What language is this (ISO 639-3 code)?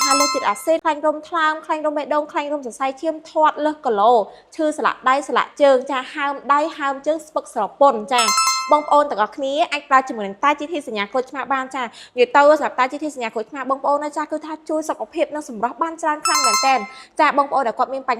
khm